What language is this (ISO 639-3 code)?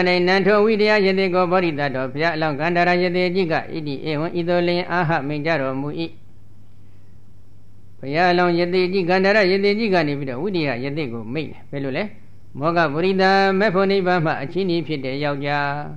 mya